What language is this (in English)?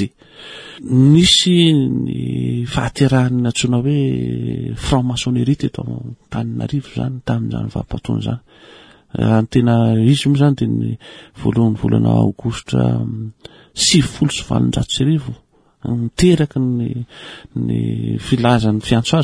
Malagasy